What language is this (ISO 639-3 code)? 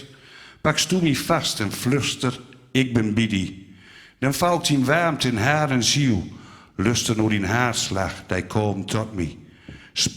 gos